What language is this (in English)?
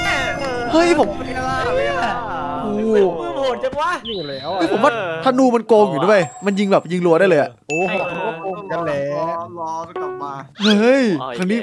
Thai